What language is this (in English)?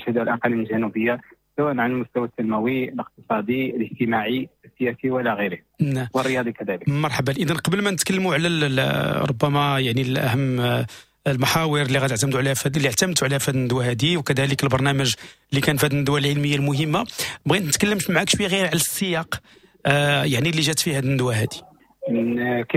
Moroccan Arabic